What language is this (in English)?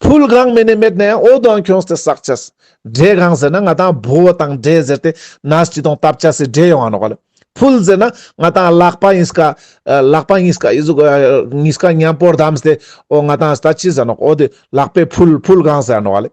Ladakhi